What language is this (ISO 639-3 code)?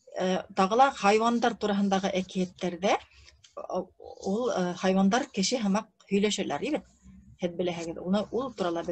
bak